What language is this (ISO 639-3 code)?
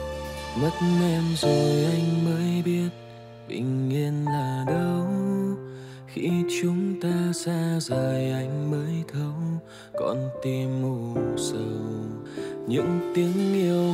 vie